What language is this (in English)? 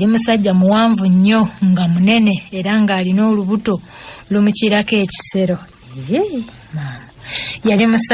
Ganda